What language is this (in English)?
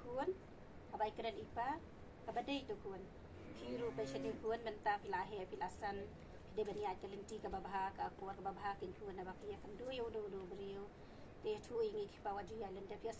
Khasi